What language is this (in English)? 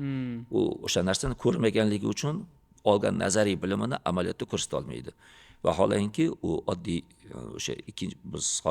Uzbek